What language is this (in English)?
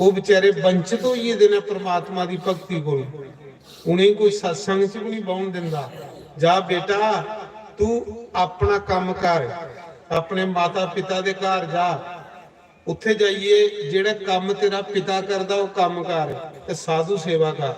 Dogri